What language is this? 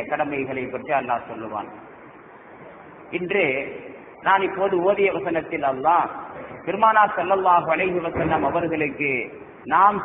Tamil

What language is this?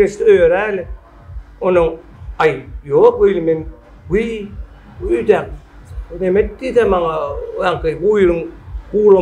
Turkmen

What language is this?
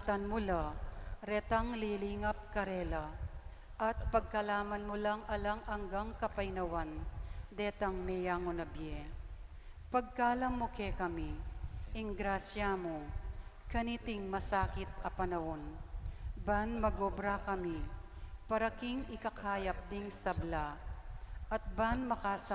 Pampanga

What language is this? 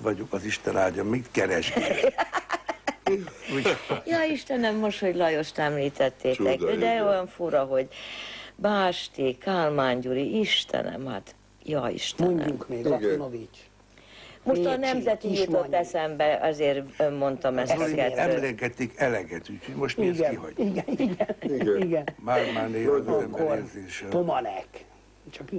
Hungarian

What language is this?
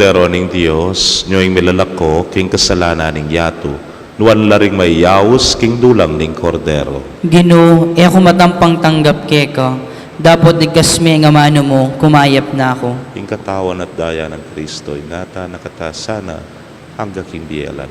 Pampanga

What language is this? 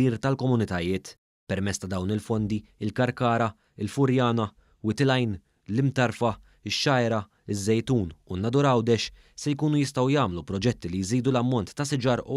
Maltese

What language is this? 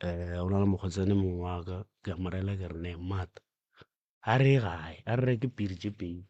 Northern Sotho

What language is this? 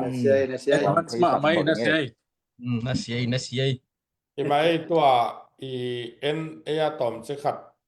Tedim Chin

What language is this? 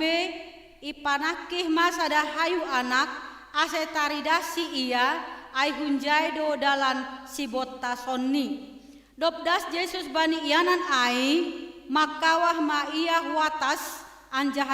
Batak Simalungun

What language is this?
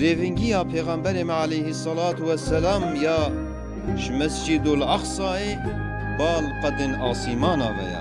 Kurdish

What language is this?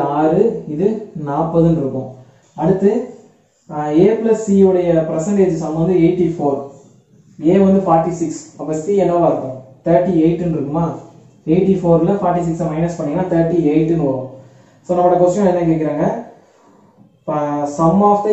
Tamil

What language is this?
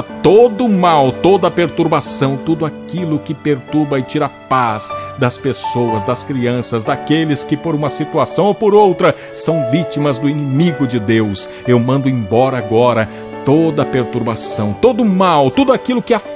Portuguese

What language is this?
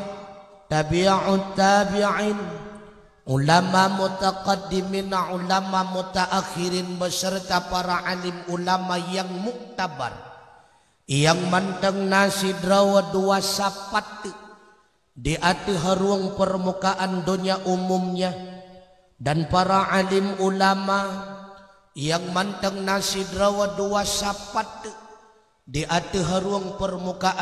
Achinese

